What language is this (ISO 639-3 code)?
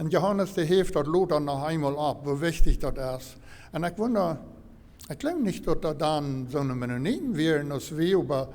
pdt